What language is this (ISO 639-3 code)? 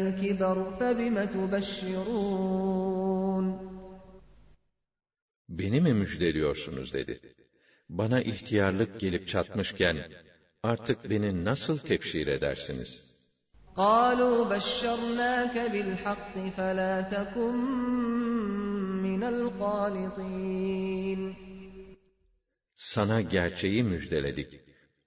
tur